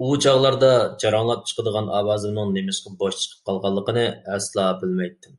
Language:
Uyghur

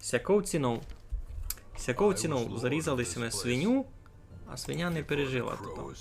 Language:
Rusyn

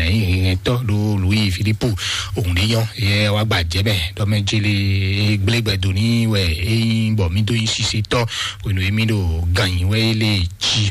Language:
Fon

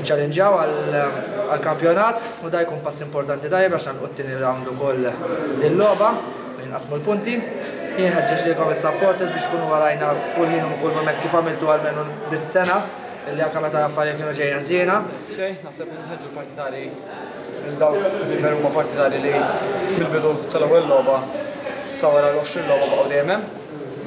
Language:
Maltese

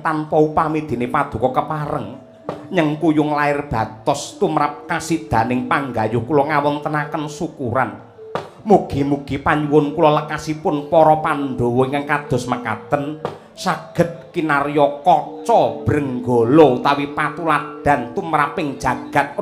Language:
Javanese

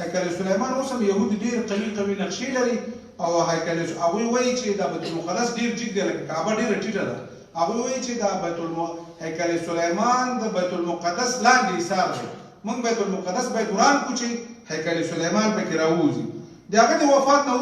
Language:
Pashto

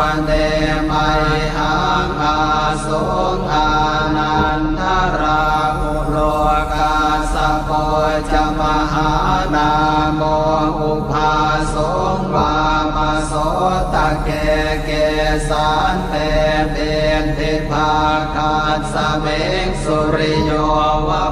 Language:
Pali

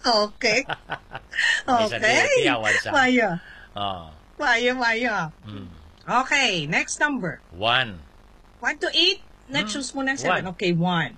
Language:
Hiligaynon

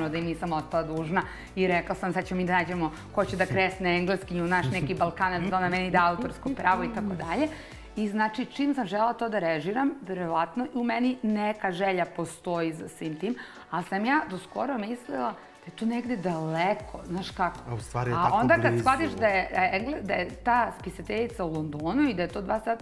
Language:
Serbian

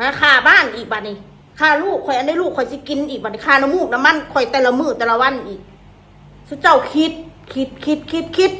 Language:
Northeastern Thai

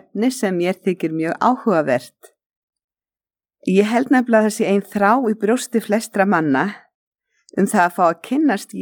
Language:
Icelandic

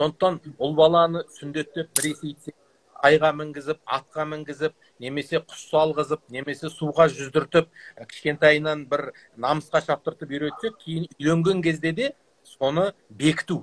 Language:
Kazakh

